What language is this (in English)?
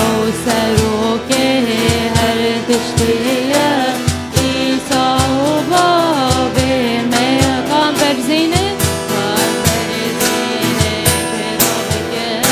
Kurdish